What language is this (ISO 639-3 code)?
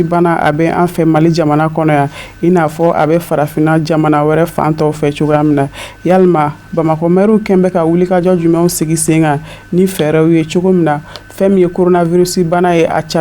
bam